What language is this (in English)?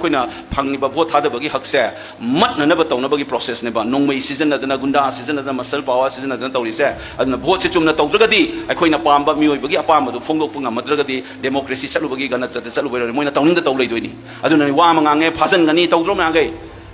Manipuri